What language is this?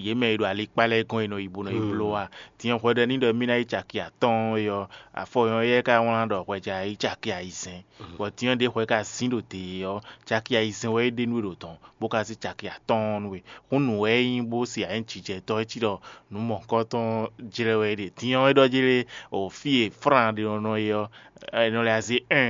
Fon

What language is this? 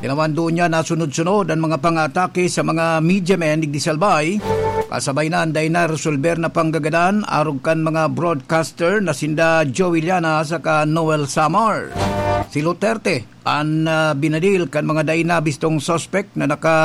Bikol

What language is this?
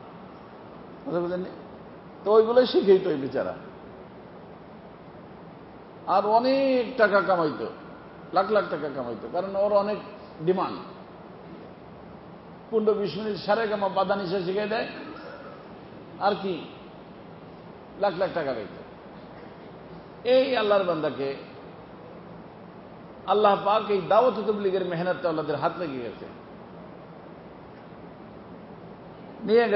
Bangla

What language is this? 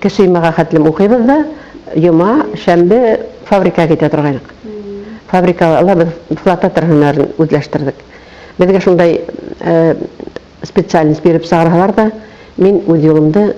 Bashkir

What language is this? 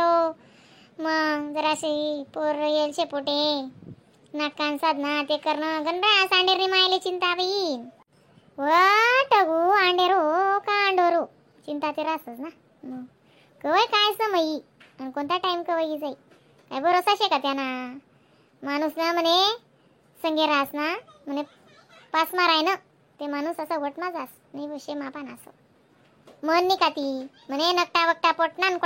Khandesi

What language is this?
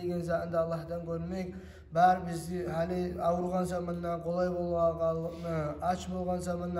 Kumyk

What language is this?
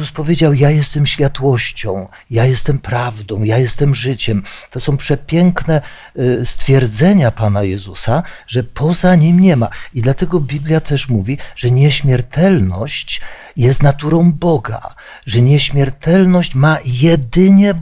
Polish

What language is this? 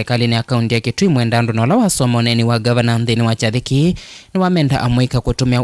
Kamba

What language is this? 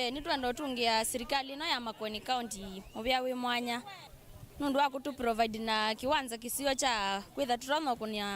Kamba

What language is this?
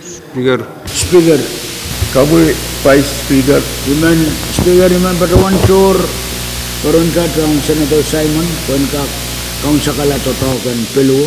Pohnpeian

